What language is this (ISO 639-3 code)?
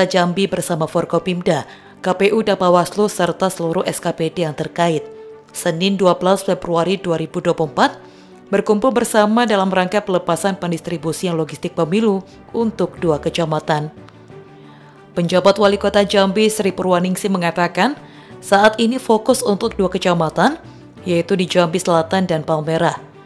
ind